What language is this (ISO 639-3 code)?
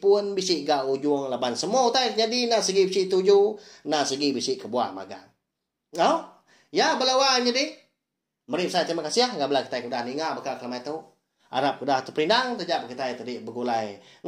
iba